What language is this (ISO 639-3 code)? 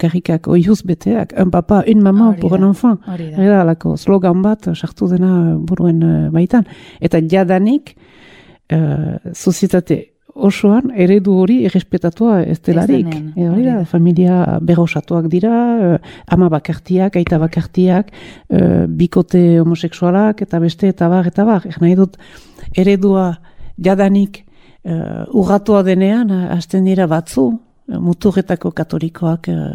eus